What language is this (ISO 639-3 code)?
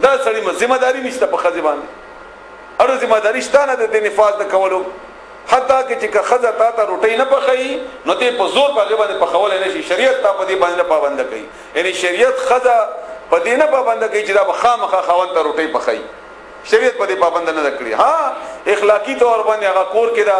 pus